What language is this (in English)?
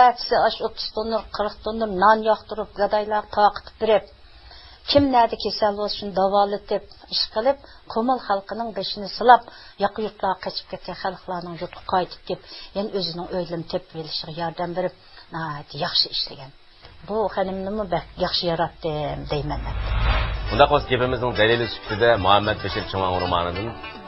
Uyghur